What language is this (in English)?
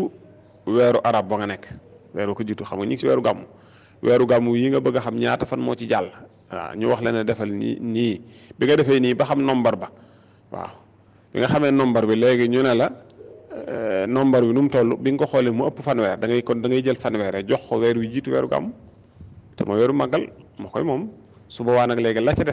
Wolof